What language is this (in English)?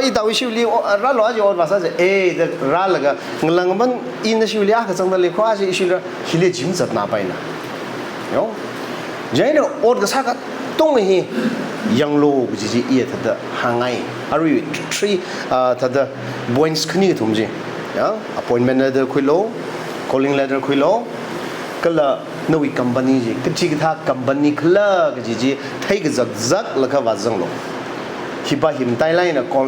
Tangkhul Naga (India)